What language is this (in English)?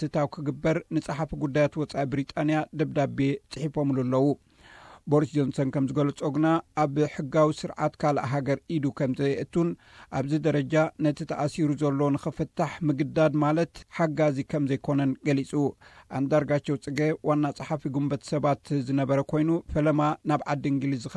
Tigrinya